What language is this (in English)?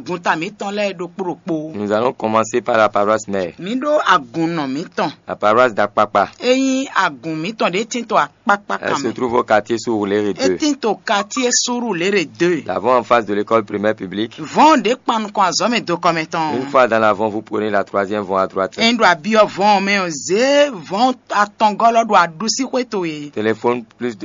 Fon